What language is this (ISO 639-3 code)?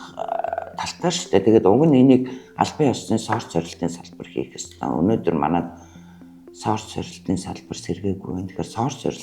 mon